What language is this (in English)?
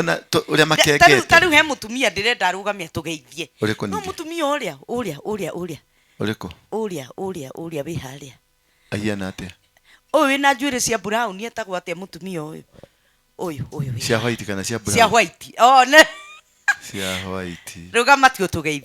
Kikuyu